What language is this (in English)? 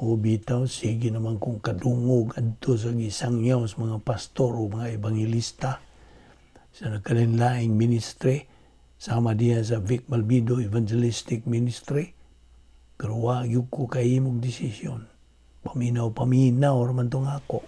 Cebuano